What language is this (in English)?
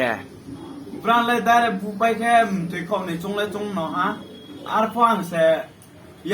Riang (India)